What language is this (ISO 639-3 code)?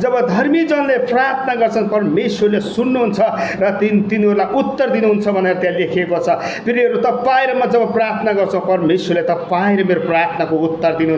nep